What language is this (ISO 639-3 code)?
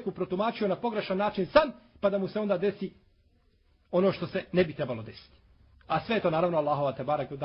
bos